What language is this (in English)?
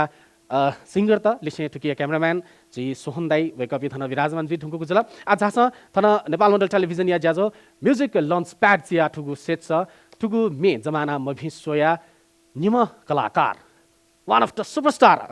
Newari